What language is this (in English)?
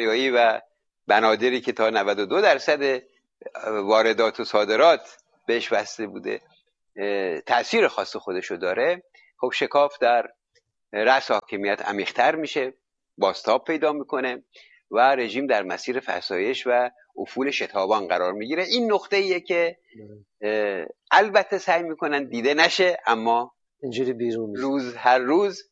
Persian